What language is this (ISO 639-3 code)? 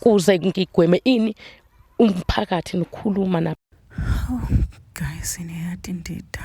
zul